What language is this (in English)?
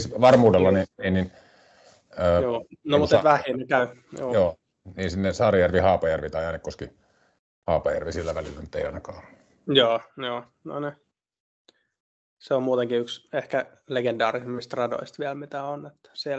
Finnish